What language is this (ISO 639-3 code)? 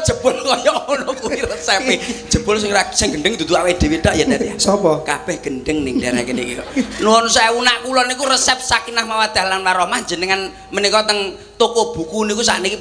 jav